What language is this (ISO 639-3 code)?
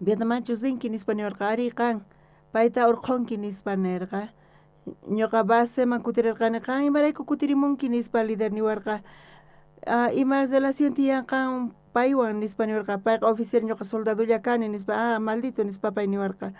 quh